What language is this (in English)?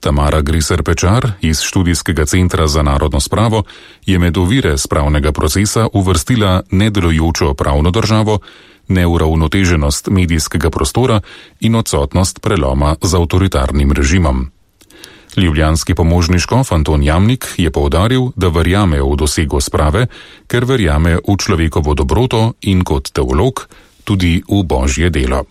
Slovenian